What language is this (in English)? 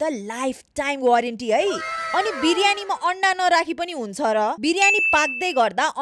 Nepali